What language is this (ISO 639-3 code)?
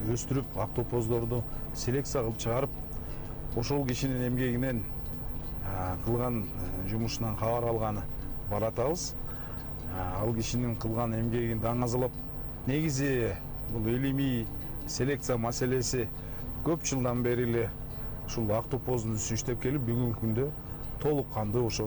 kir